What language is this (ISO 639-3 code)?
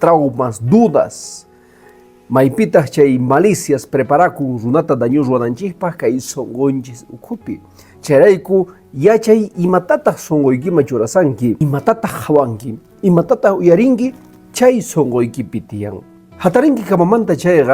que